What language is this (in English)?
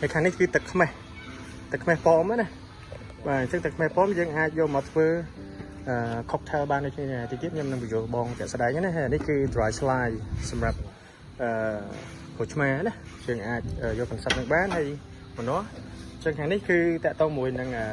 Khmer